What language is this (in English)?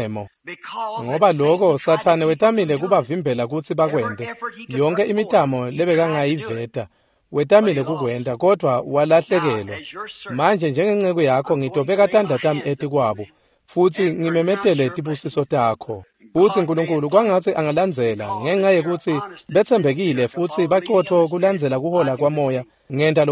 Swati